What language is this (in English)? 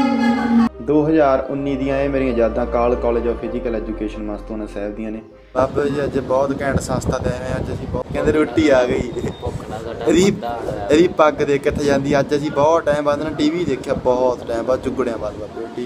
Punjabi